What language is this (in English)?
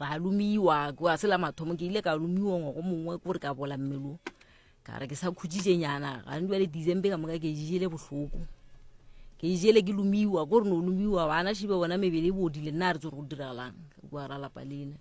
Northern Sotho